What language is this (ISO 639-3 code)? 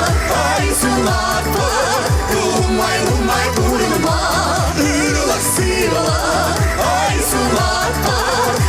chv